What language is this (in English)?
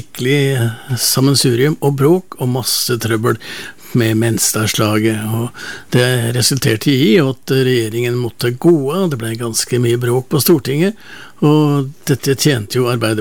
Norwegian